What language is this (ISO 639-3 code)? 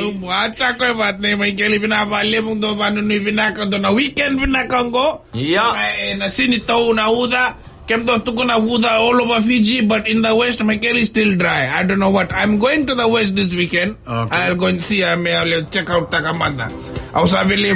fij